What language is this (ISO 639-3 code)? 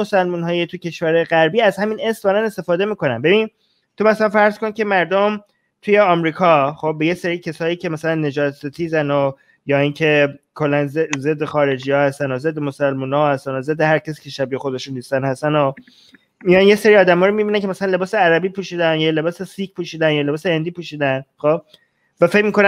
fas